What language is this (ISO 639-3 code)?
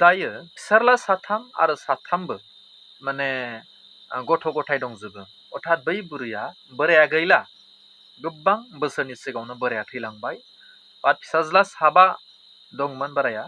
brx